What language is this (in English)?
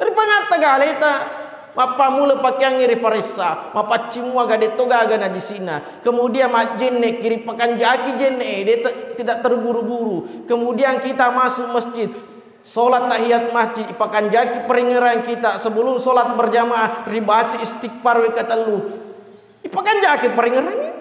Buginese